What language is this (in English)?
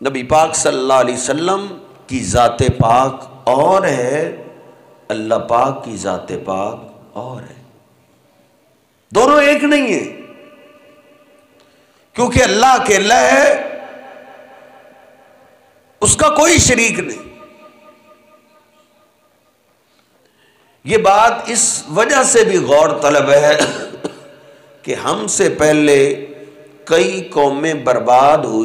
Urdu